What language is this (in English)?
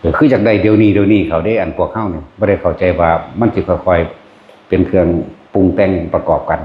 Northeastern Thai